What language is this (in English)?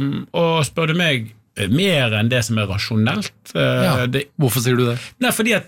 Norwegian